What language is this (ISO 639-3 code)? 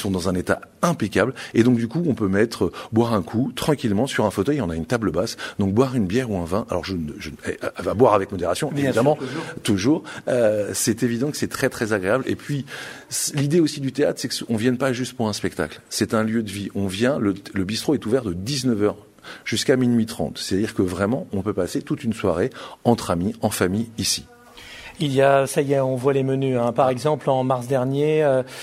fra